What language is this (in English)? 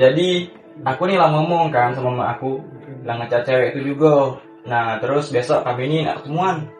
Musi